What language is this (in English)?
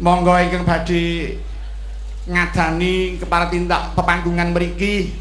Javanese